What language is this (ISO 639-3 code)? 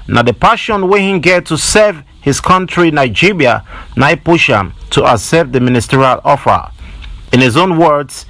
pcm